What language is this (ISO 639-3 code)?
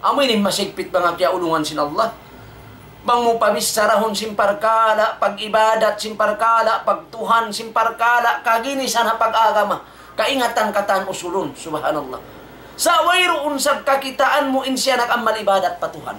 tsg